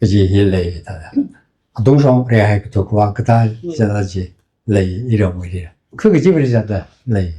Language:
Tangkhul Naga (India)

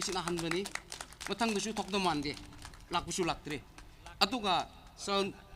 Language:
Tangkhul Naga (India)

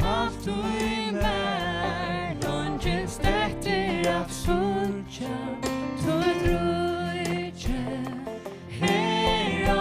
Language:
Faroese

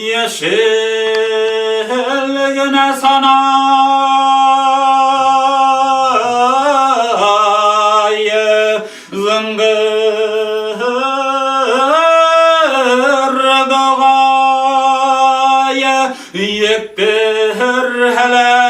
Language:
Bashkir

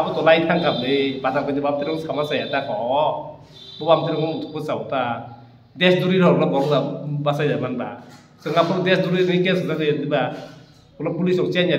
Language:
Kok Borok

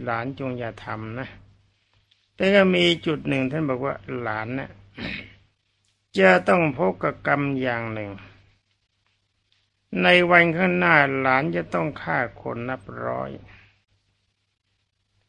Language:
Thai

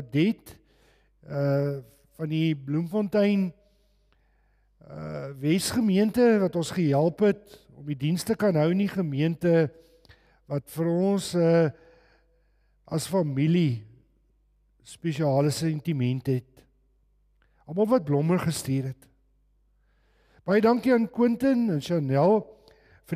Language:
Afrikaans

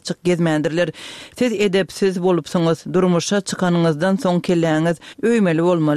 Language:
Turkmen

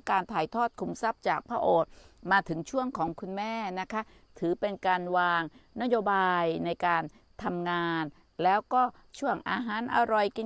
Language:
Thai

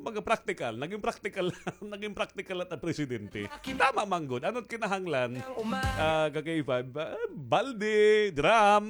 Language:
Waray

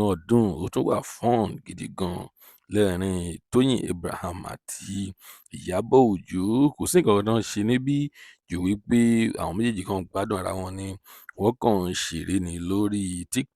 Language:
Yoruba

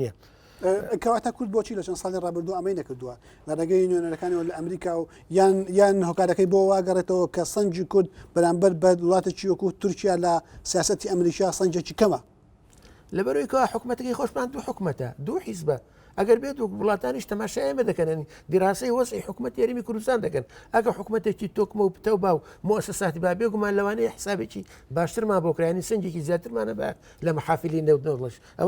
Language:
Central Kurdish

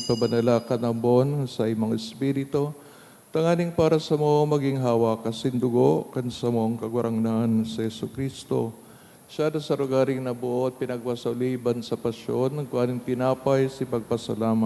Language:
Bikol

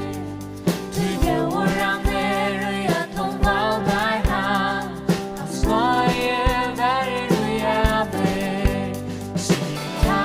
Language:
Faroese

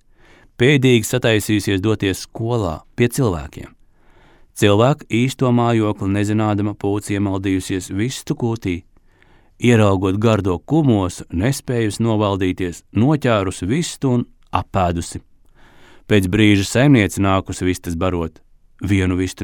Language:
Latvian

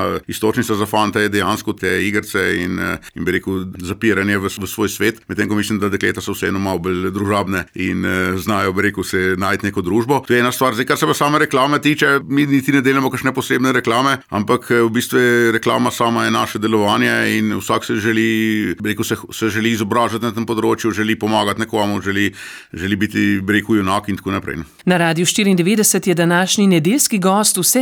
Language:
Slovenian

